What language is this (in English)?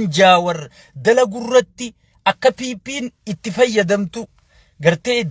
Oromo